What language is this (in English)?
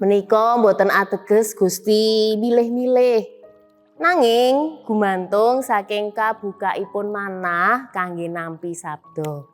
Javanese